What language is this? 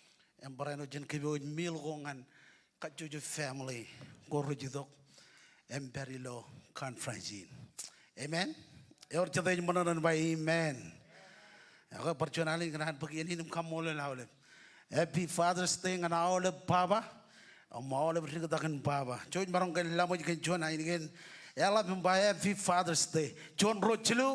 Marshallese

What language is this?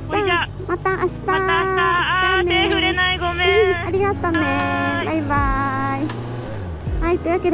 Japanese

